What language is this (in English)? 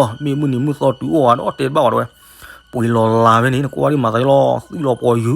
S'gaw Karen